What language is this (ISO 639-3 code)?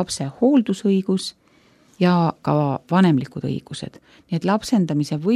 est